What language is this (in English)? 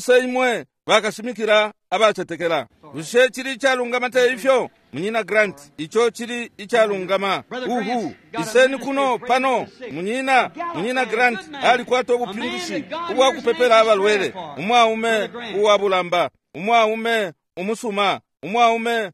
Bemba